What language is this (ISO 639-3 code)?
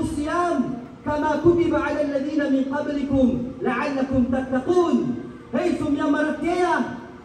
mrw